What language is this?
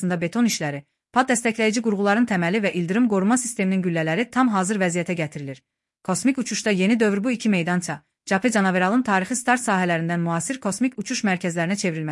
Azerbaijani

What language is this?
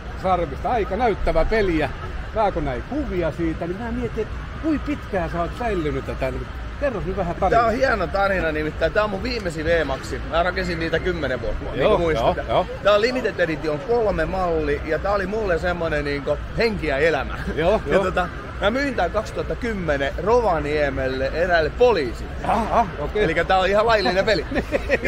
Finnish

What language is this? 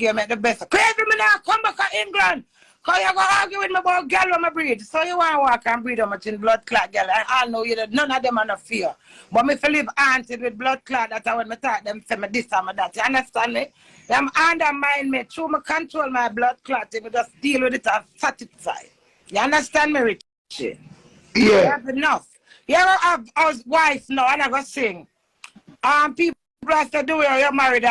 Jamaican Creole English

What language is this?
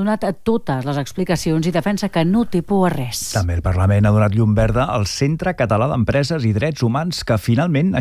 Catalan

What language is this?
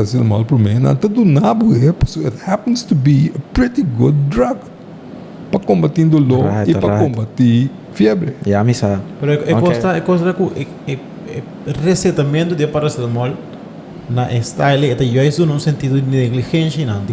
Papiamento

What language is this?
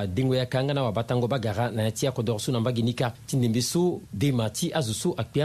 Sango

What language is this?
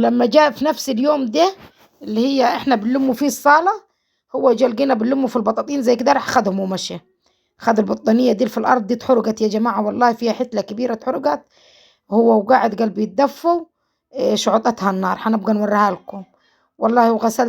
Egyptian Arabic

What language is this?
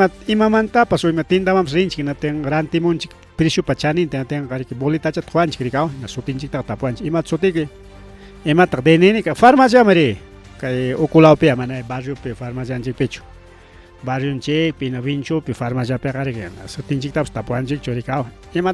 Ayacucho Quechua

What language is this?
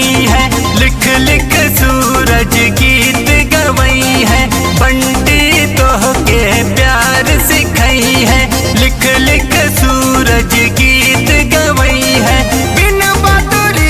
Bhojpuri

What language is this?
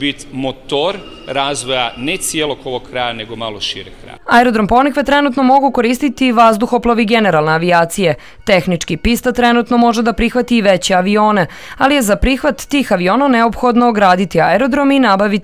Serbian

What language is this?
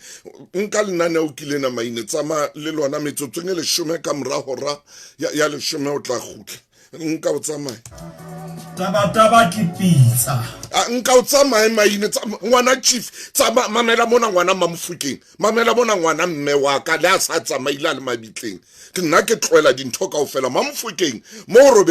Southern Sotho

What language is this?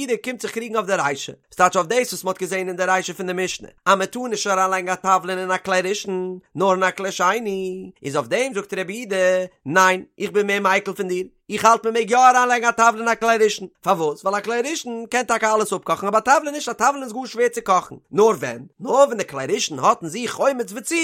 Yiddish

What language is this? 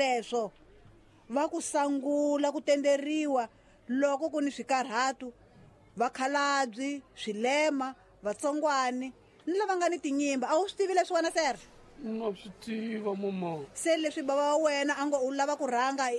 Tsonga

